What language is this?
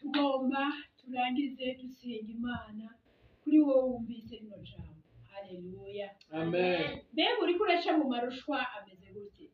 Rundi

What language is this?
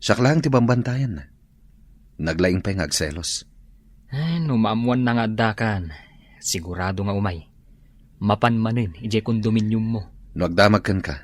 Iloko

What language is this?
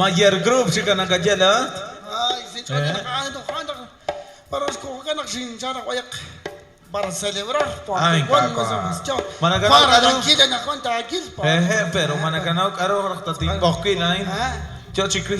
Kekchí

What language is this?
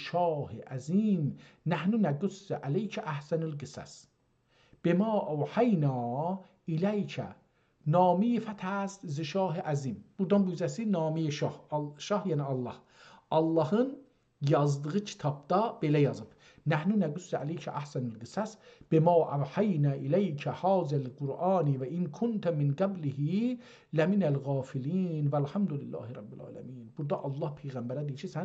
South Azerbaijani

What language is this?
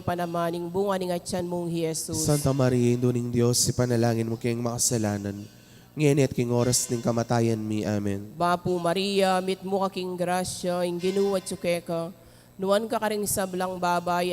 Pampanga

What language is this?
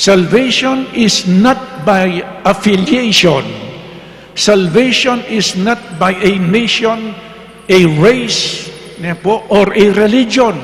Pampanga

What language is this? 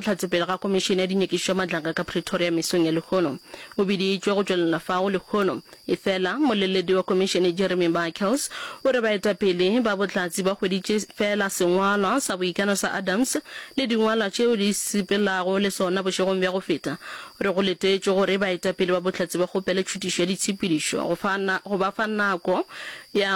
Northern Sotho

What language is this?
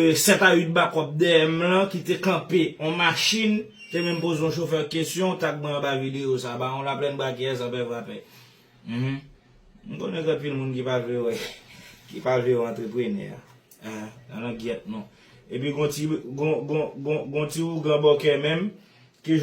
Haitian Creole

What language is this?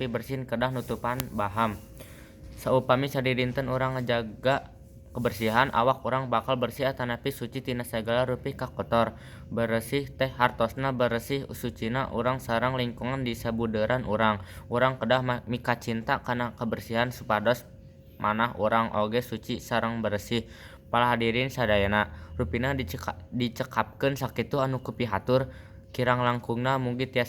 Sundanese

